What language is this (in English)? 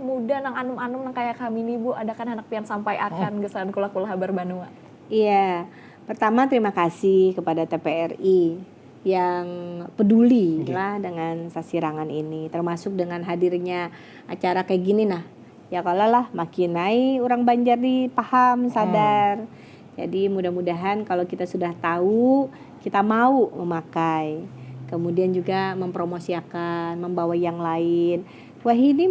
Banjar